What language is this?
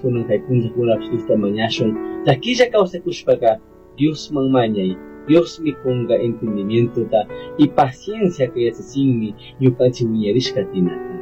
Chimborazo Highland Quichua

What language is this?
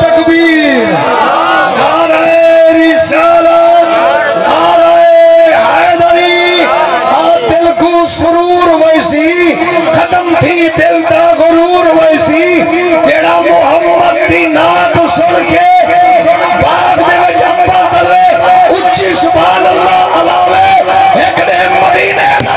Saraiki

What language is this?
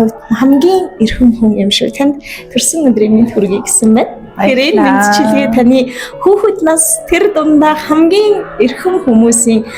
Mongolian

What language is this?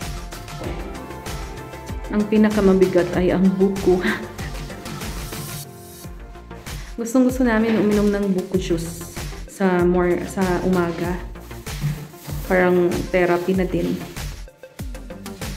Filipino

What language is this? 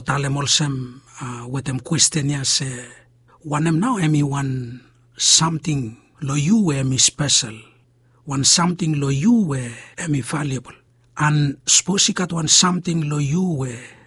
Bislama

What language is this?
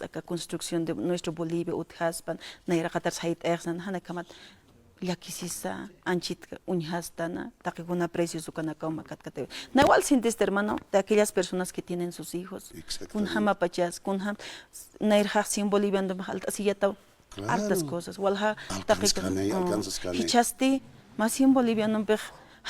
Aymara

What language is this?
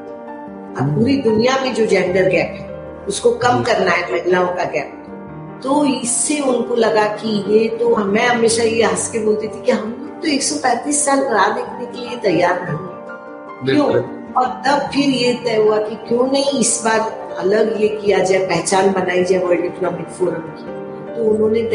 Hindi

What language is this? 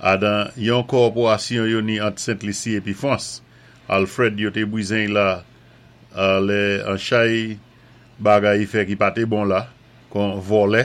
Saint Lucian Creole French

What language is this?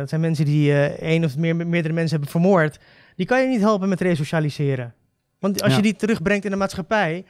Dutch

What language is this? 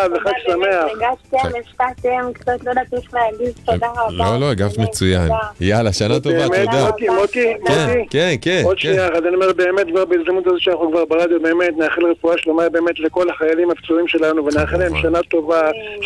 Hebrew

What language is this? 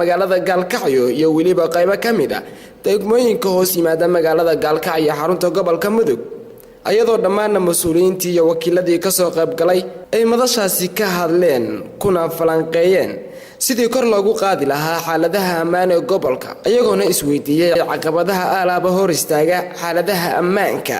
Somali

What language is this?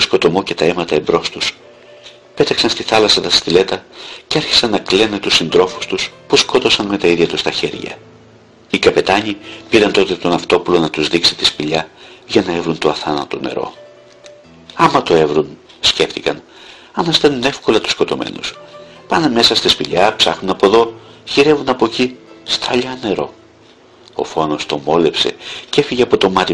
Greek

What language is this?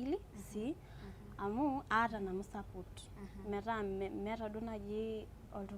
Masai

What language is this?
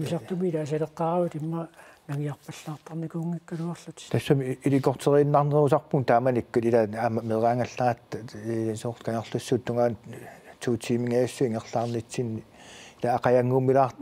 Kalaallisut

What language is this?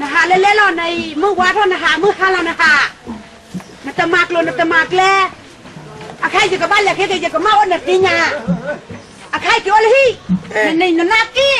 S'gaw Karen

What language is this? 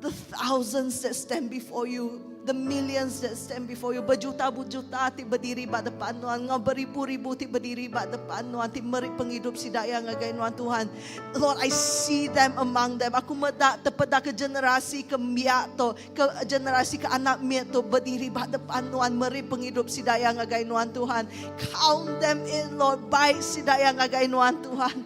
Iban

